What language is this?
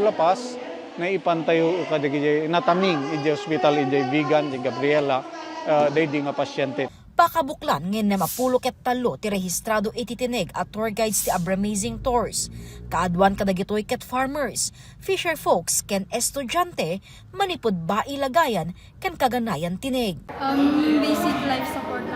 Iloko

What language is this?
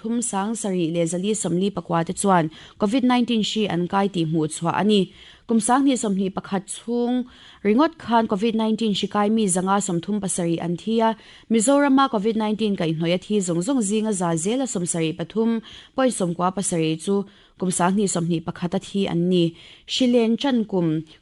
Mizo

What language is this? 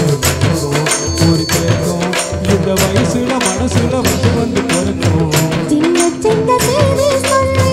Tamil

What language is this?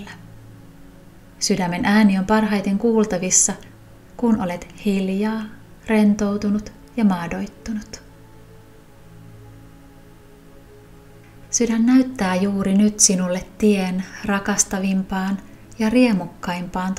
Finnish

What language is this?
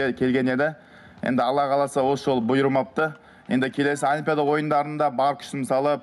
Kazakh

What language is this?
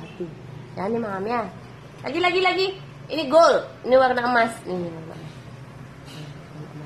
Indonesian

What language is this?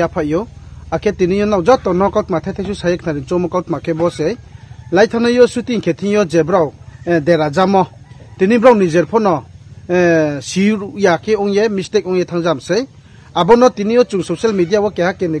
Riang (India)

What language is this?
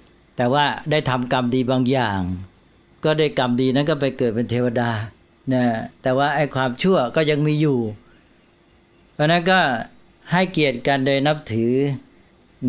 Thai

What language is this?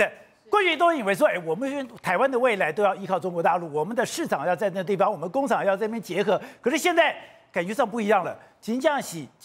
Chinese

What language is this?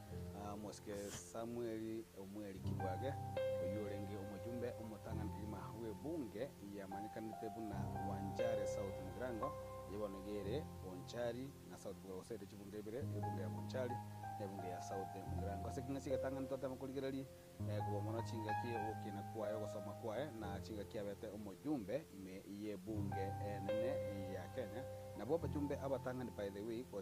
Gusii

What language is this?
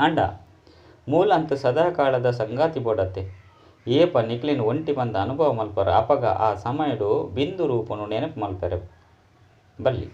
Tulu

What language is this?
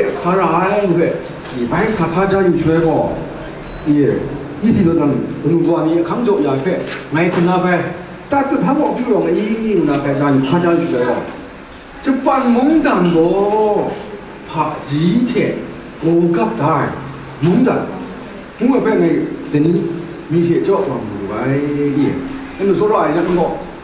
Kachin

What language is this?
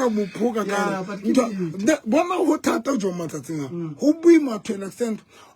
Southern Sotho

